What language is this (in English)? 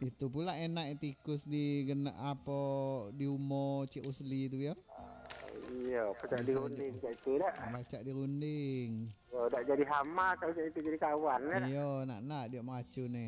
Minangkabau